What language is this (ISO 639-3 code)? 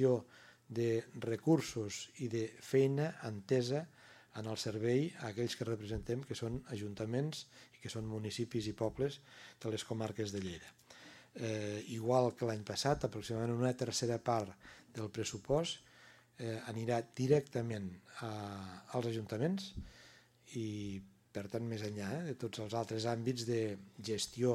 cat